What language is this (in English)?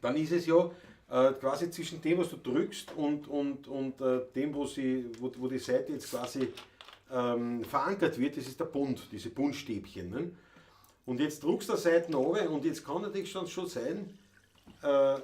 Bavarian